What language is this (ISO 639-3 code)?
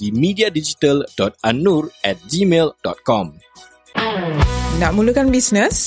msa